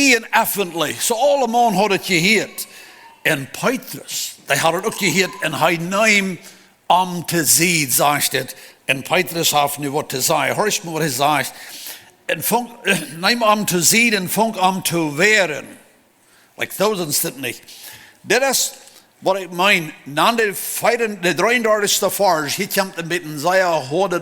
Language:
Plautdietsch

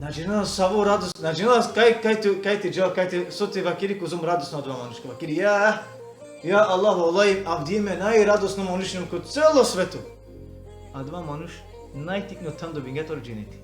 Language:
Balkan Romani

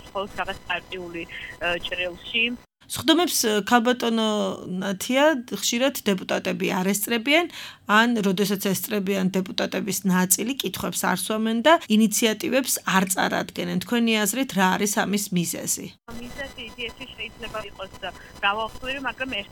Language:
Georgian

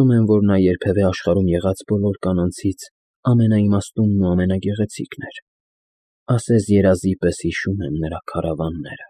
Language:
Armenian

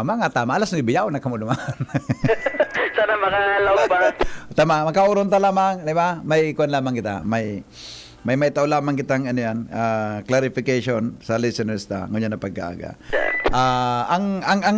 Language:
Bikol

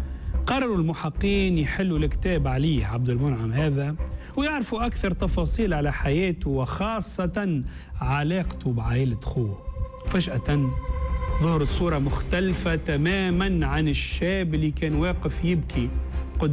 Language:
Tunisian Arabic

